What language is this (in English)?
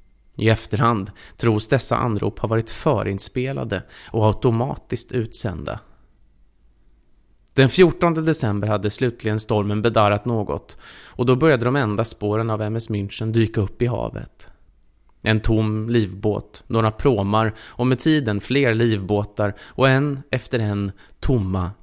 Swedish